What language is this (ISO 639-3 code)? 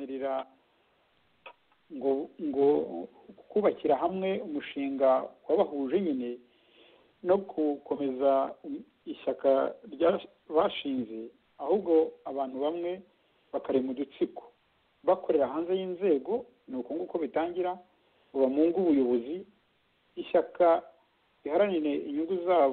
kin